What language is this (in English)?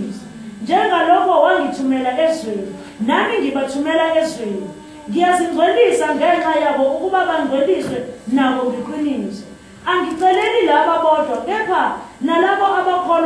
Zulu